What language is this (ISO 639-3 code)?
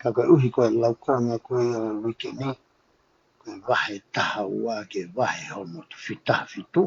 ton